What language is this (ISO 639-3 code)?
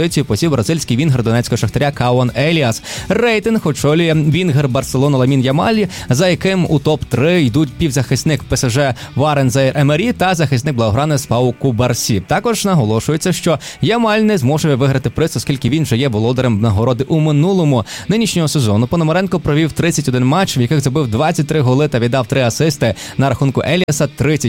ukr